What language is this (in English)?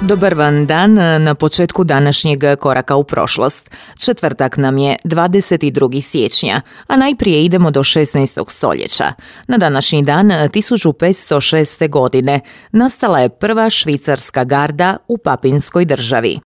Croatian